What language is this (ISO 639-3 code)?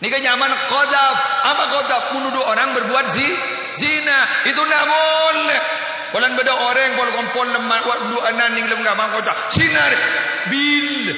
mad